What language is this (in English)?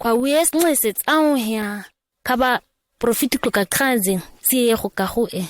ǁGana